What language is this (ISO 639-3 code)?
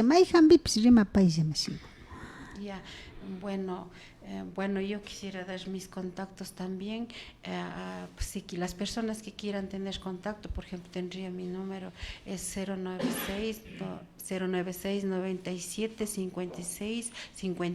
qvi